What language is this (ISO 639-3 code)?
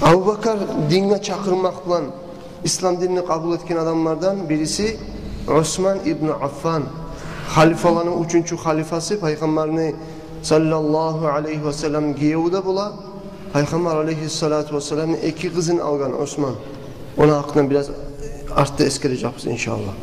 kum